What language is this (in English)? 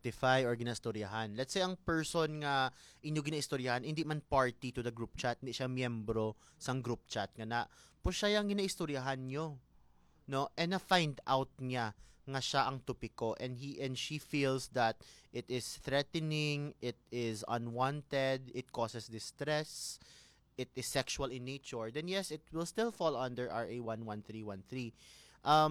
Hiligaynon